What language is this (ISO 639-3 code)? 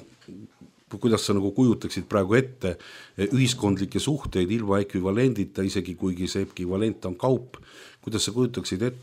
est